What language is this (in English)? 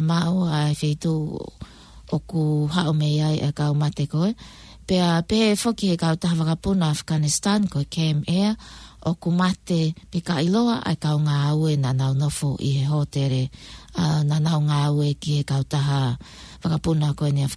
Tongan